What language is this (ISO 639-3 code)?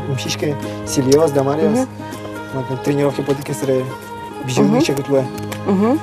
udm